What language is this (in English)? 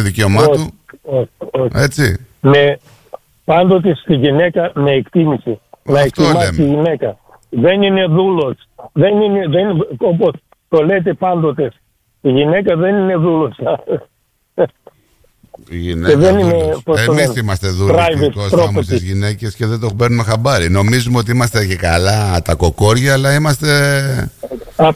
Greek